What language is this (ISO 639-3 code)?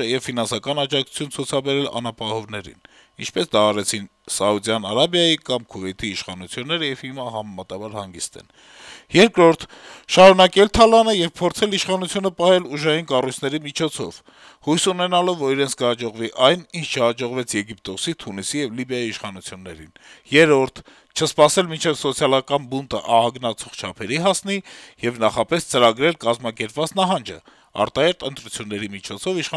hye